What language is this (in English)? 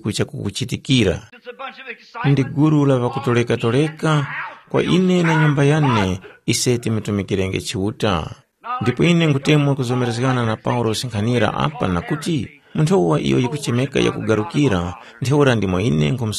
Tumbuka